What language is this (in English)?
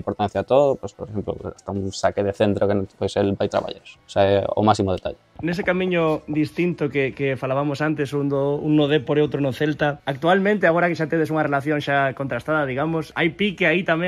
Galician